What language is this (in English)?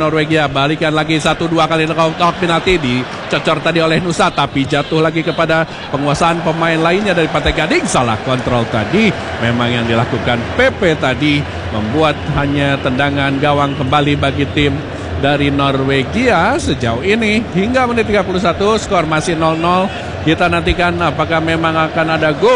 Indonesian